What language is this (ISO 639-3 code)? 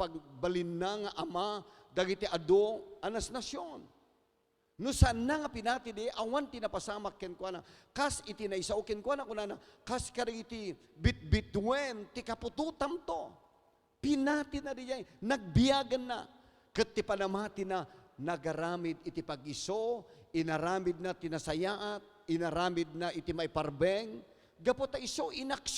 ilo